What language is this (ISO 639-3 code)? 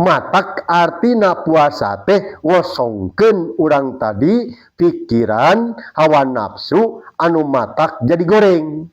sun